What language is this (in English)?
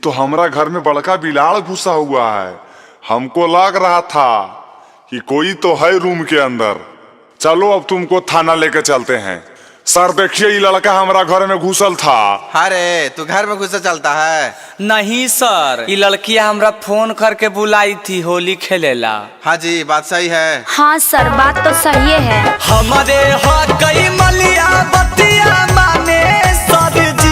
Magahi